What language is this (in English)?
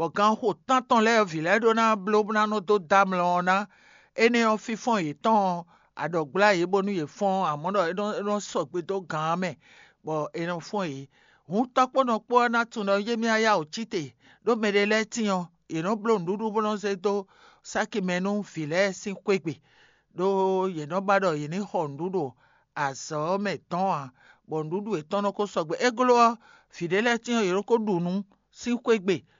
Fon